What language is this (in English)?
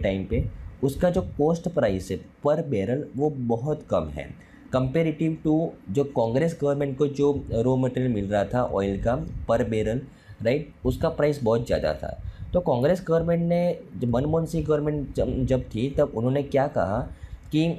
Hindi